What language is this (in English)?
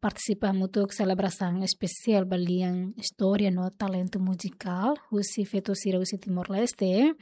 Tetum